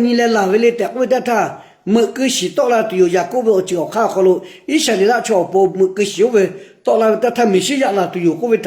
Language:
Lahu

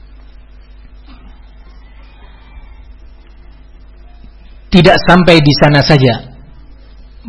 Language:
Indonesian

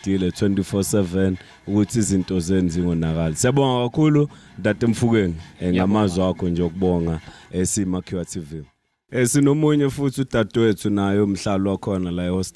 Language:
Zulu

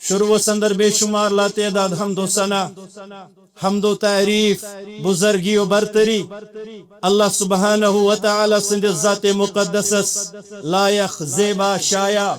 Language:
Kashmiri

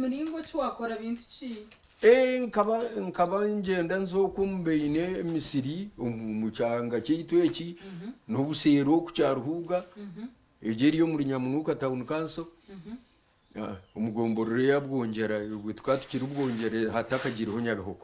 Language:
Nyankole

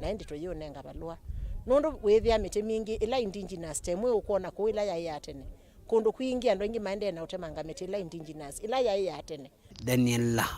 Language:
Kamba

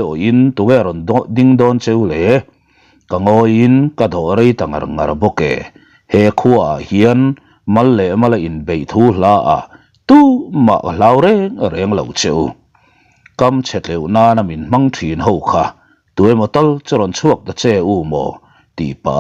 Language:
Mizo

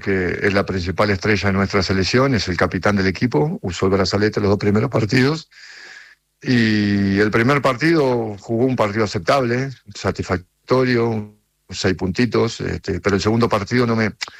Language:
Spanish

